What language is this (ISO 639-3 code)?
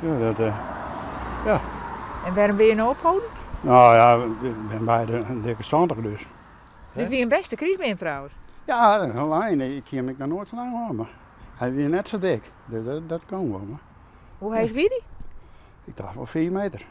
fry